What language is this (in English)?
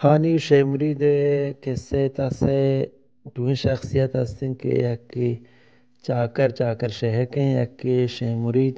Baluchi